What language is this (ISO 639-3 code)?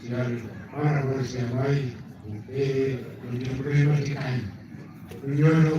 ach